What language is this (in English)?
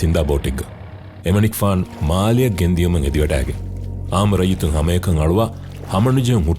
Divehi